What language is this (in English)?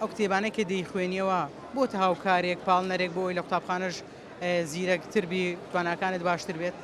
Central Kurdish